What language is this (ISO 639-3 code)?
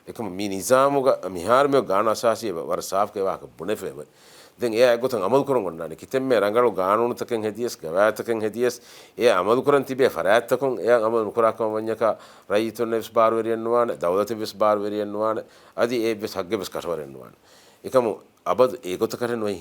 div